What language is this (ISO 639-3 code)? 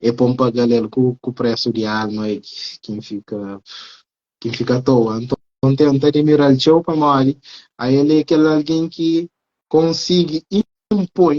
kea